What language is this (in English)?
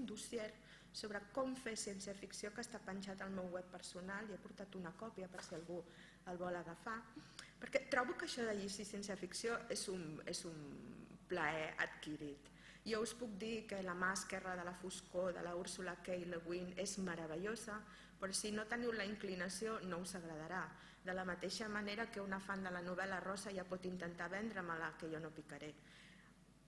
Catalan